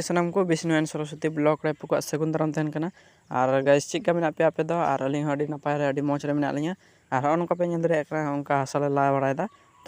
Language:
Santali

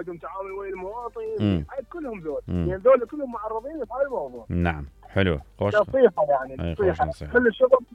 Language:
Mesopotamian Arabic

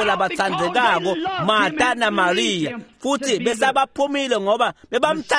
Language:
Swati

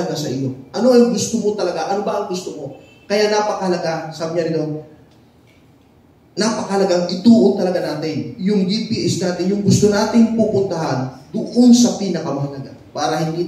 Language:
Filipino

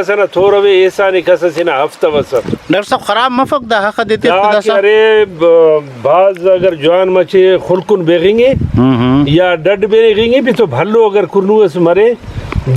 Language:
Brahui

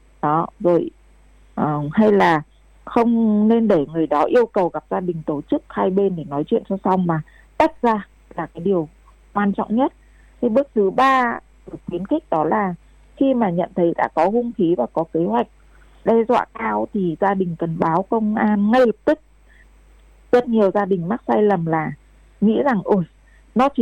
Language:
Vietnamese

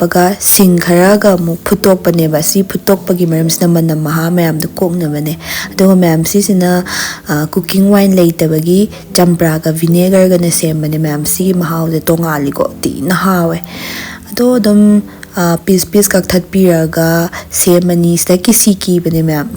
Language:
Manipuri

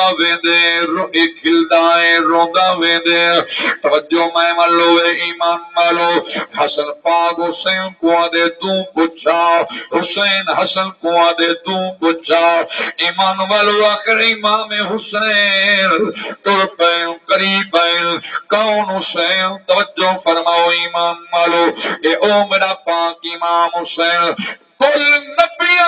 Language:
Saraiki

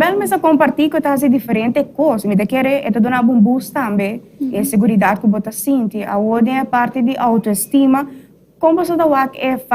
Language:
Papiamento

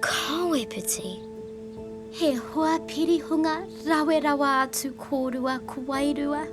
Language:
Māori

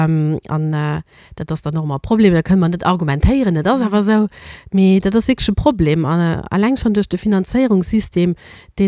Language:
Luxembourgish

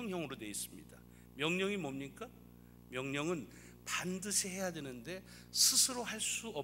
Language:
Korean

